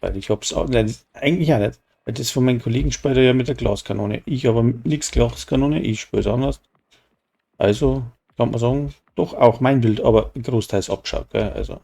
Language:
Bavarian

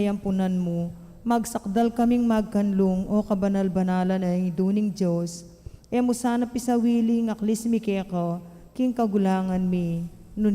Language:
Pampanga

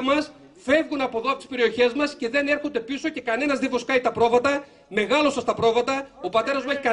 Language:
Greek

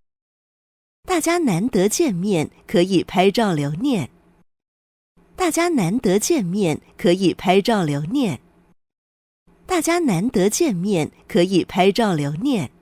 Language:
Hakka Chinese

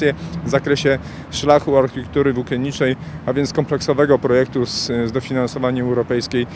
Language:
Polish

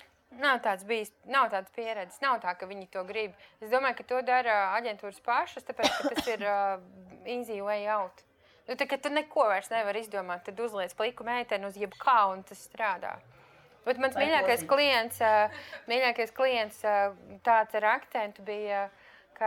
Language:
Latvian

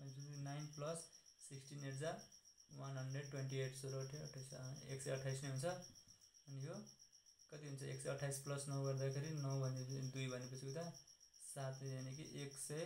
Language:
Nepali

